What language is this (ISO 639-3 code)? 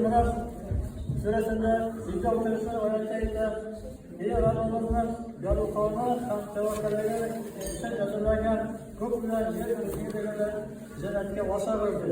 tat